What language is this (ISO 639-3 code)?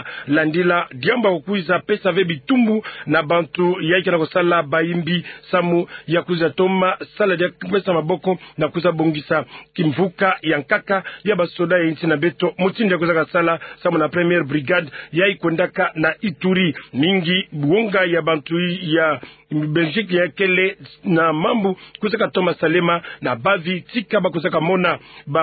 ktu